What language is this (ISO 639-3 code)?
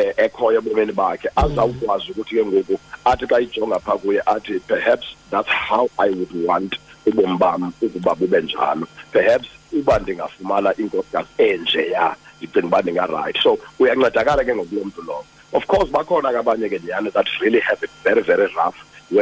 xho